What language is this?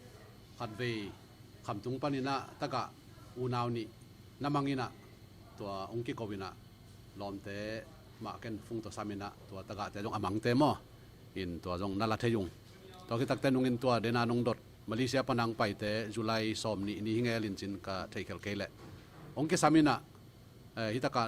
Tedim Chin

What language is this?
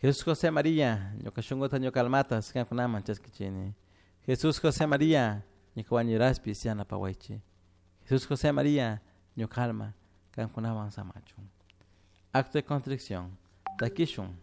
Chimborazo Highland Quichua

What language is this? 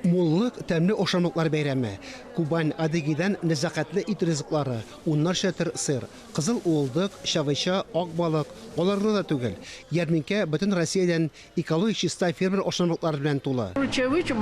Tatar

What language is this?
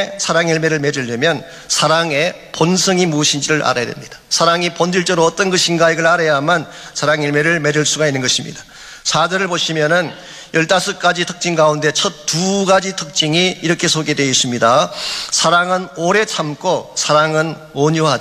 Korean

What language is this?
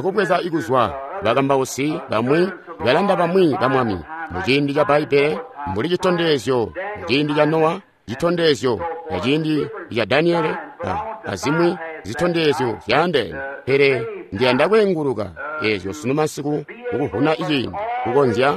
Tonga (Zambia)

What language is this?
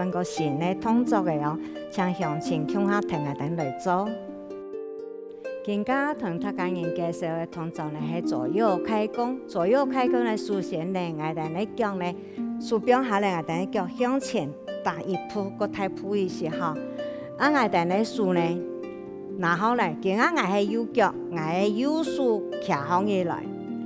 Hakka Chinese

